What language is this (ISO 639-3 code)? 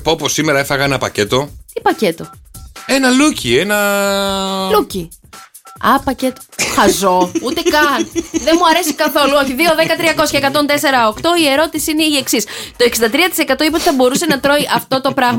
ell